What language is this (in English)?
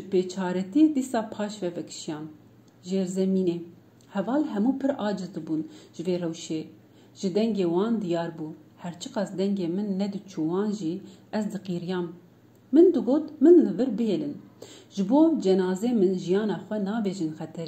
Kurdish